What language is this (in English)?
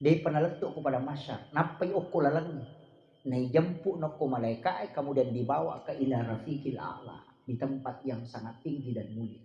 Buginese